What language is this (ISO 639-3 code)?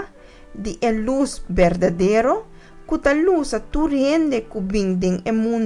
pap